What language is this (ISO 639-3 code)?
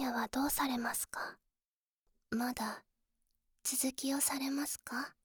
jpn